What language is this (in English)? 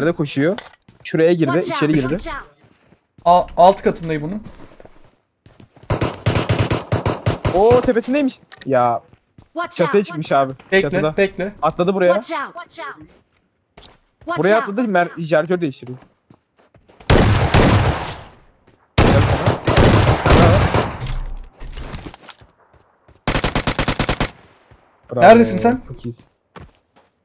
Turkish